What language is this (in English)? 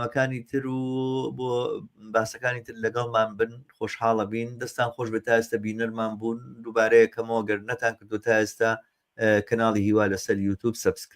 Central Kurdish